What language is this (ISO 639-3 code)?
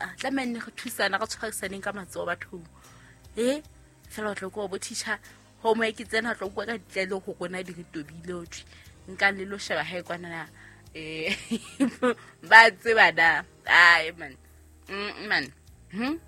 sot